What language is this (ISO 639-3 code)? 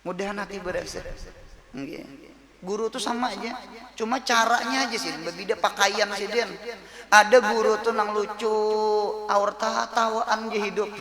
bjn